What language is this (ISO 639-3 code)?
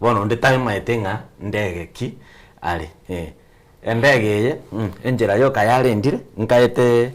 guz